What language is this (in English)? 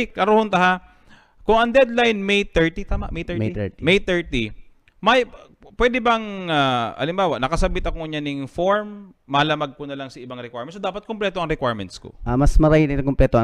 Bikol